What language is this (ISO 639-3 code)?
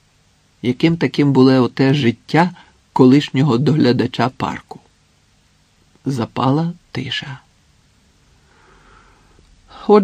ukr